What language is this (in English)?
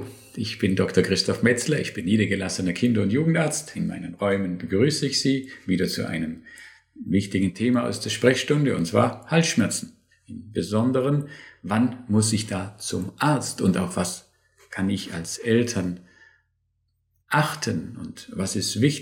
German